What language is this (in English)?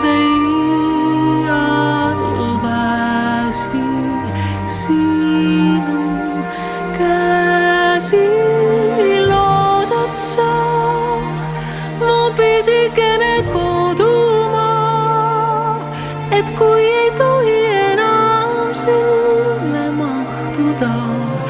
Estonian